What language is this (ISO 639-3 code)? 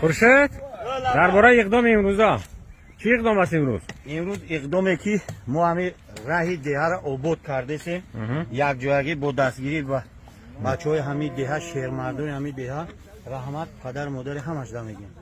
tgk